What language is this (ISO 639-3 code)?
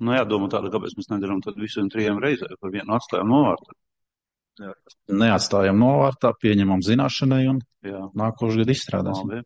lav